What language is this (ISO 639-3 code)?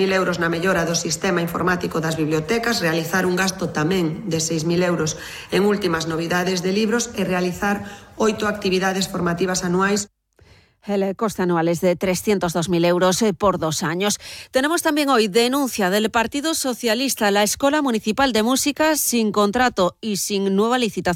glg